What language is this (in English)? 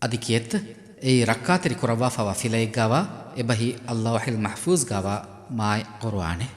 Divehi